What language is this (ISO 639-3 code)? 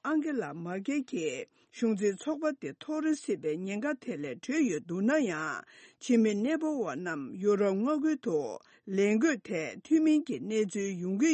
bod